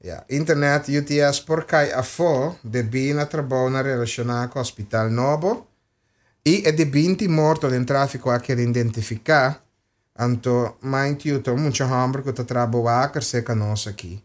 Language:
Papiamento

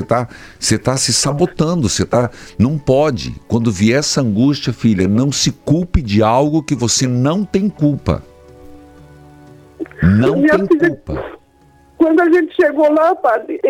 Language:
Portuguese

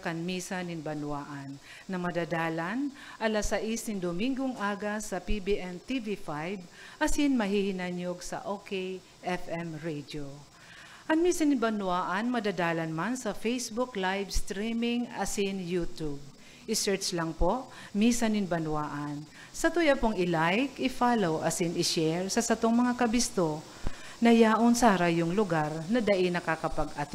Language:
Bikol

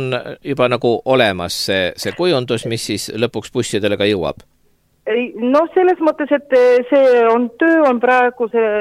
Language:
Estonian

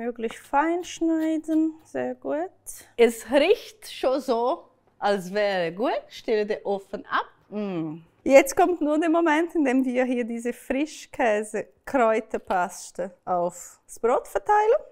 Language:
Swiss German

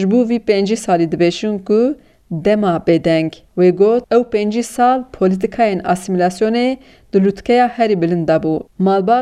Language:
Kurdish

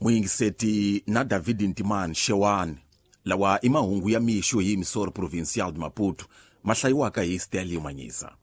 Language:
Tsonga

